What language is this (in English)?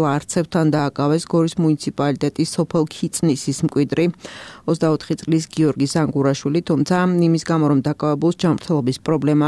Georgian